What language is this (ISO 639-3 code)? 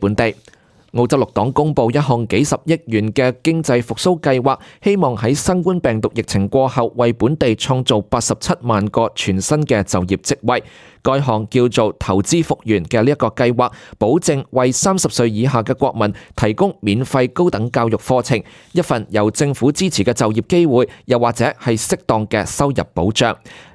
yue